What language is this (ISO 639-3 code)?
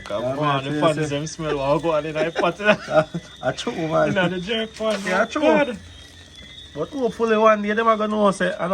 jam